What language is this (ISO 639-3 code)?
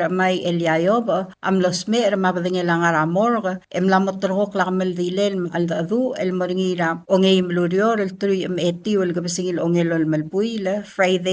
pau